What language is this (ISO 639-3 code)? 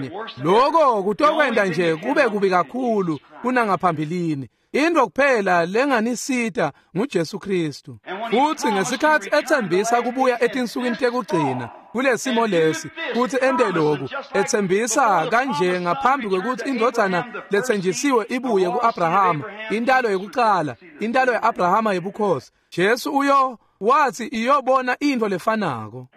ssw